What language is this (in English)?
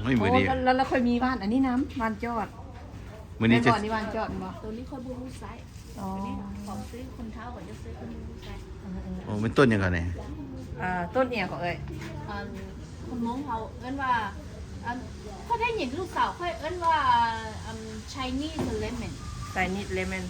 Lao